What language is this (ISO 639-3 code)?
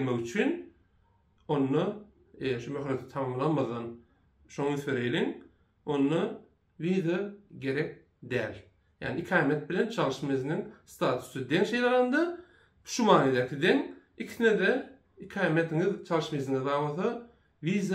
tuk